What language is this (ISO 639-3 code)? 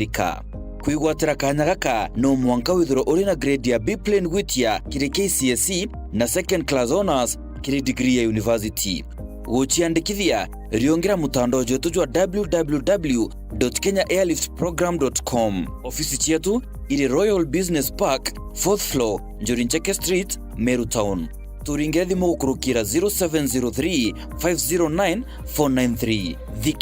mer